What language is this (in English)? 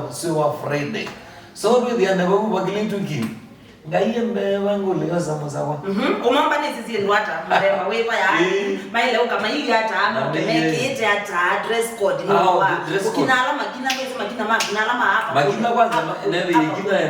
Kamba